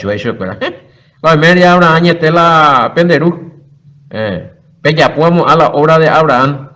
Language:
Guarani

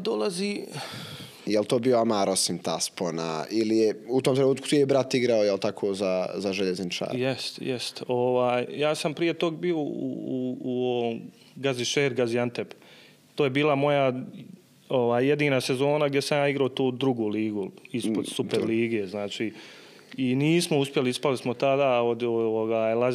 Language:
Bosnian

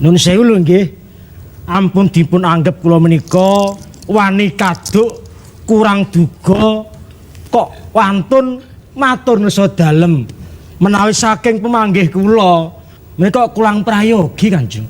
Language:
Javanese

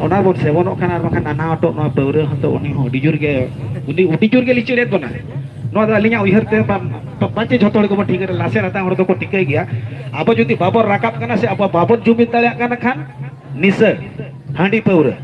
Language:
Santali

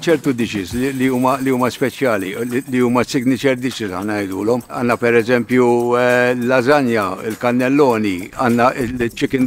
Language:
Maltese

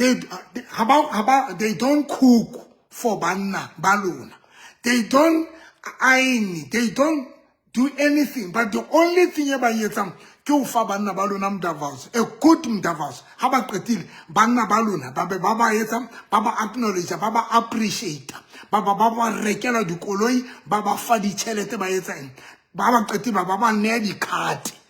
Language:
Southern Sotho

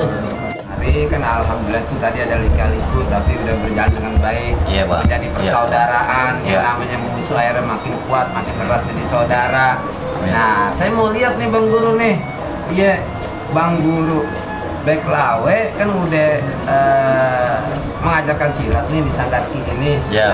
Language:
Betawi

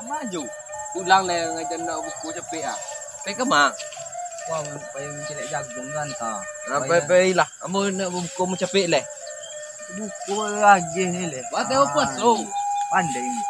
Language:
Minangkabau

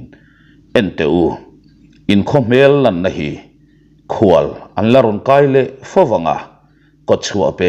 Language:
Mizo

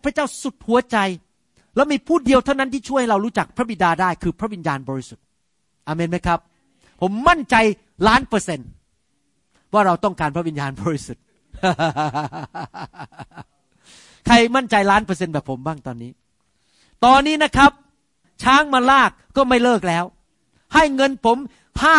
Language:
Thai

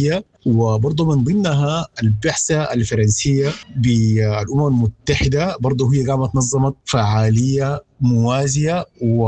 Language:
Sudanese Arabic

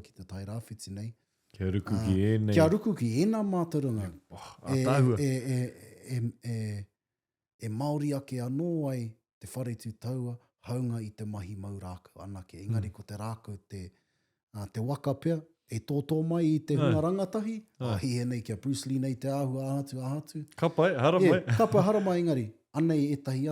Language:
Māori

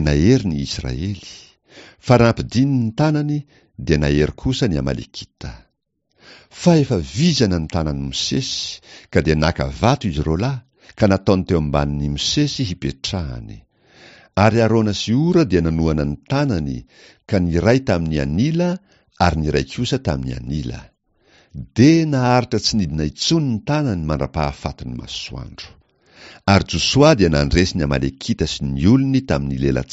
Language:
Malagasy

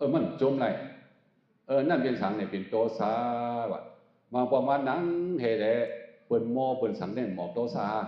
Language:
Shan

